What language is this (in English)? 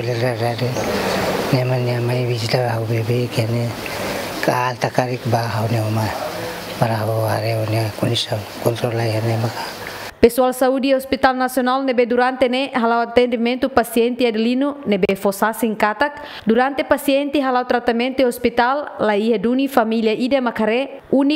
Tetum